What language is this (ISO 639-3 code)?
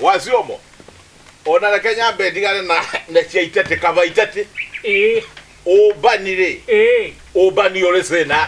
kik